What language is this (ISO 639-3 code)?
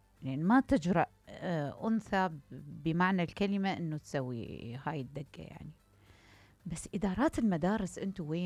acm